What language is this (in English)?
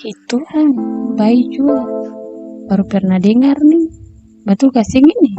Ambonese Malay